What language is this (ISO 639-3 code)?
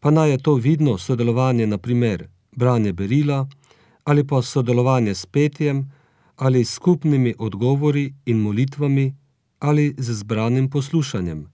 slv